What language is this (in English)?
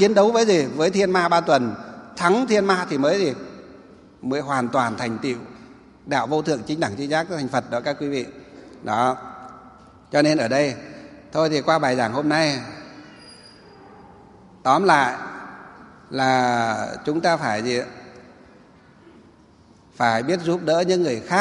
Vietnamese